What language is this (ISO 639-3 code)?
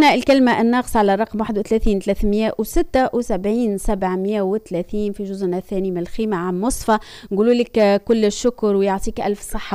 aeb